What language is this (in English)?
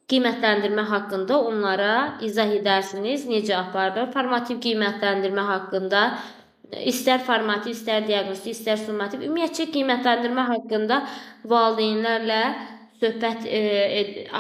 Azerbaijani